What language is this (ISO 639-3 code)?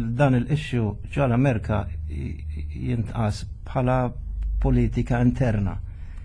mlt